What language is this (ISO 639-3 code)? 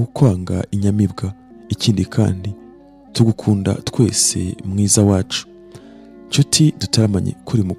kin